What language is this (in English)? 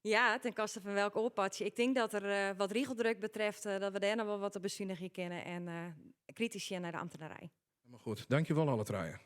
Western Frisian